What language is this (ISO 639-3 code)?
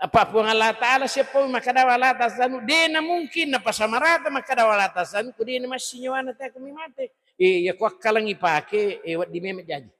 bug